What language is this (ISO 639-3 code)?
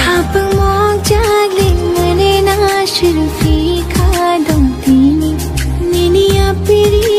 trp